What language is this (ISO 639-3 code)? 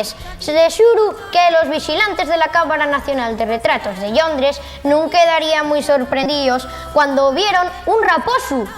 ast